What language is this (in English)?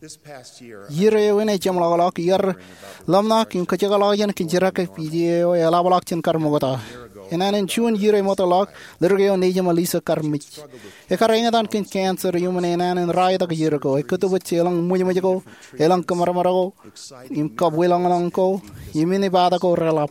Marshallese